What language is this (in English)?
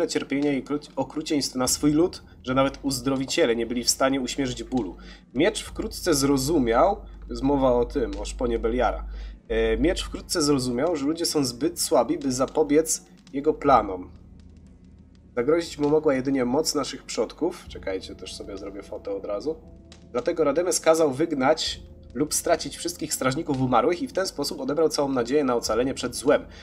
Polish